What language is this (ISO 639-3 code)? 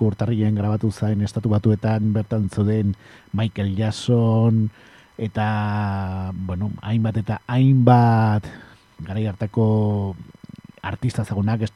eus